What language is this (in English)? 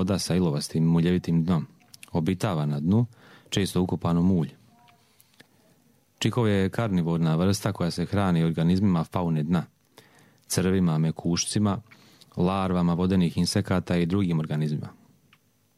Croatian